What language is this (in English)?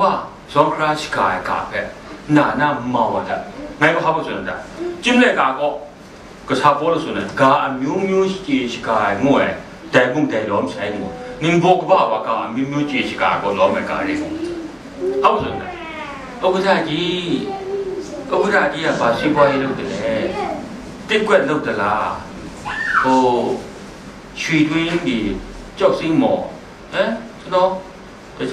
Kachin